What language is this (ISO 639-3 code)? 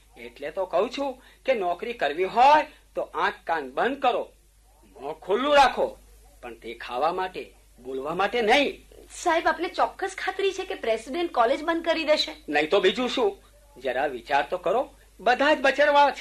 guj